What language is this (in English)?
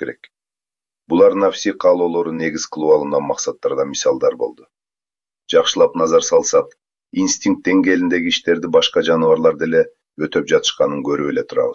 Kyrgyz